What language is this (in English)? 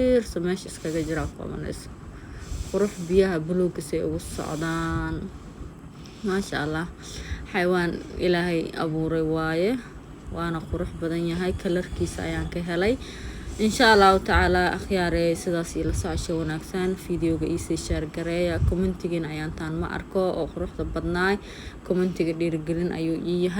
Somali